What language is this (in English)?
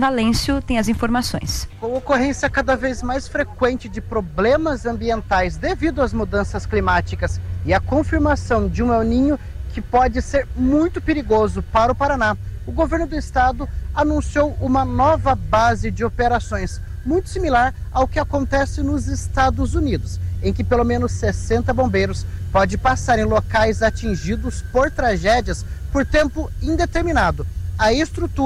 Portuguese